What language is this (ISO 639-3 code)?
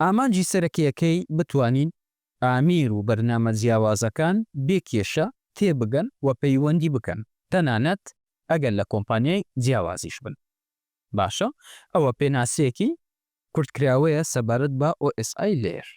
ckb